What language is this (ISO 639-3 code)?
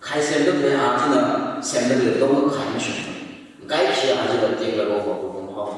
nmf